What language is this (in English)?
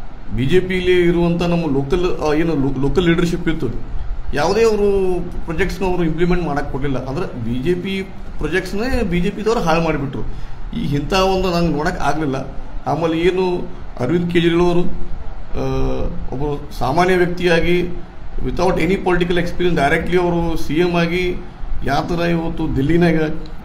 Kannada